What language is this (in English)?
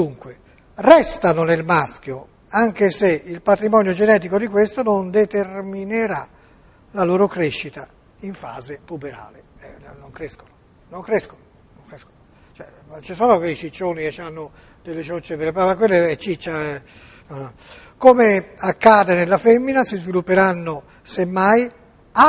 Italian